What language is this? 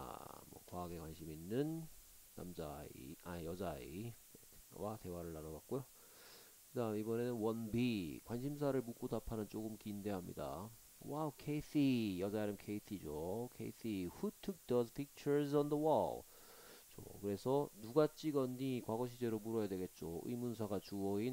Korean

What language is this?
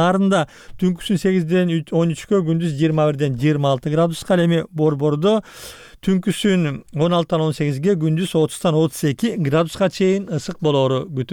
Kyrgyz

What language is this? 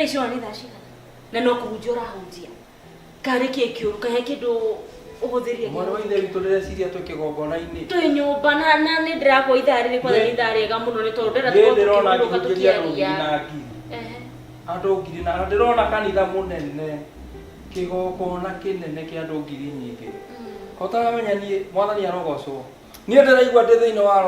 Kikuyu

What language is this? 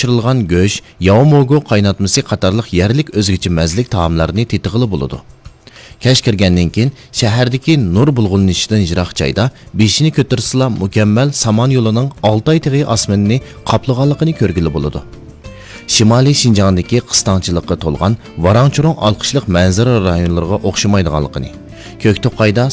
Uyghur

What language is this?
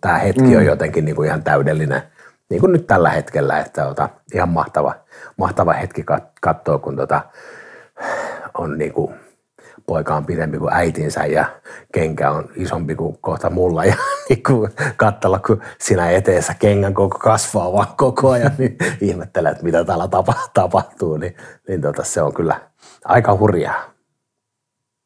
Finnish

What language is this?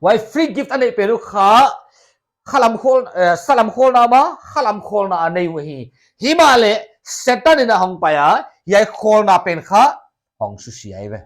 Paite Chin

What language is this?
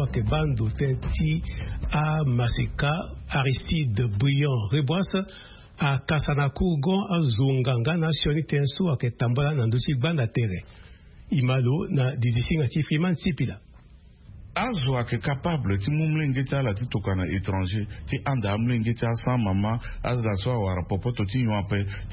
Sango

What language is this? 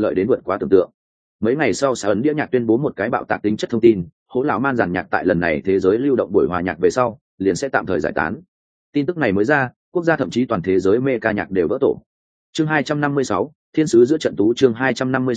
Vietnamese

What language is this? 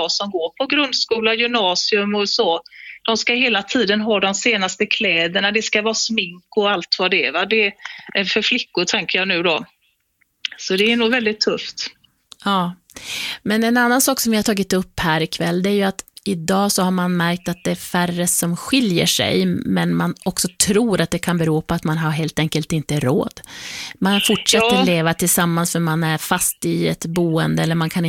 Swedish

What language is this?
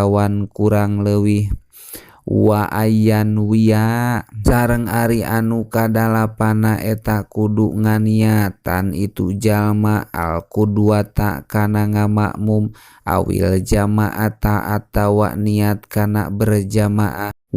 Sundanese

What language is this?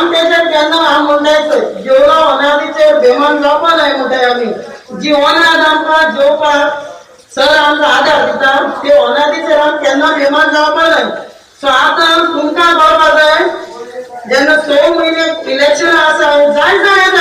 Konkani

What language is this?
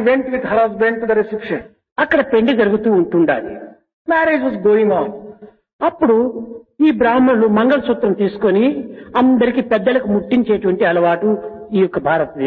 Telugu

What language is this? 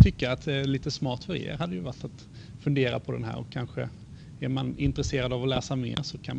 Swedish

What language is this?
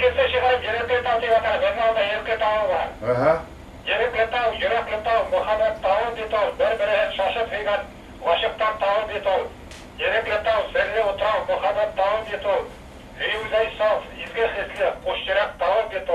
Bashkir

